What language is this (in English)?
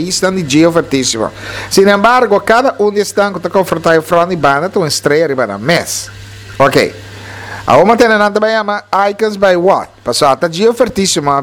Papiamento